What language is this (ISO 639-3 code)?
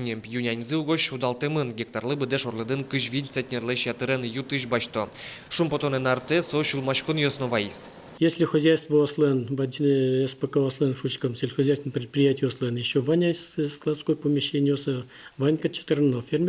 udm